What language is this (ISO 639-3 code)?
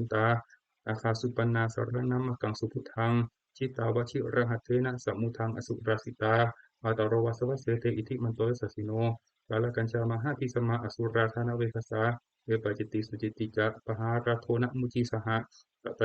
pli